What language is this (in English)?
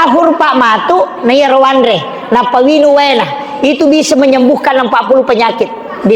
Buginese